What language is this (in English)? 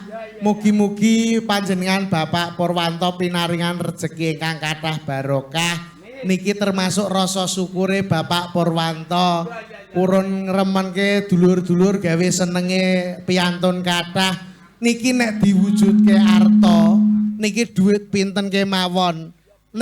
Javanese